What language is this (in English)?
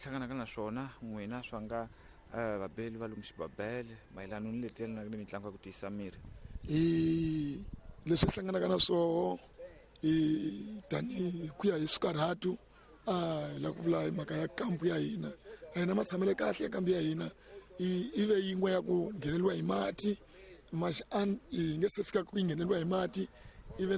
Tsonga